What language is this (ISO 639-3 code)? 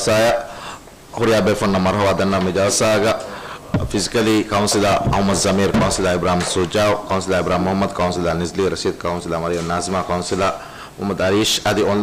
div